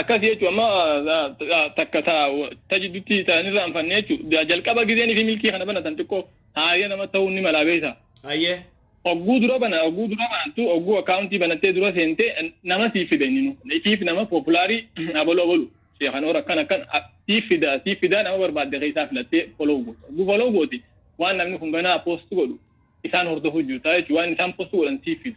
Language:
Oromo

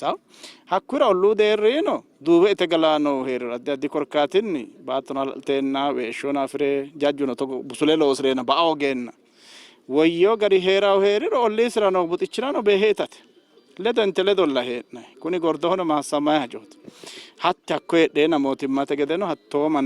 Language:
Sidamo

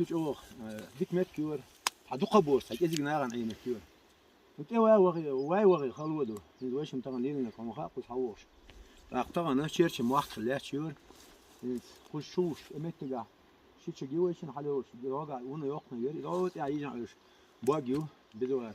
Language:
Chechen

